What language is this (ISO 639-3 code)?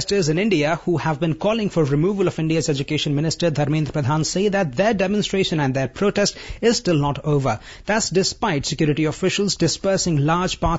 eng